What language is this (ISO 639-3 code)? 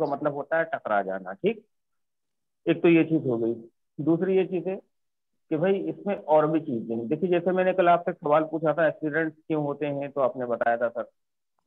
hin